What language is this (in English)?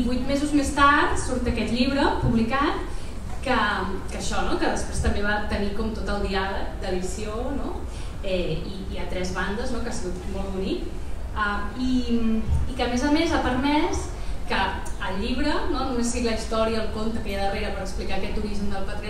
Catalan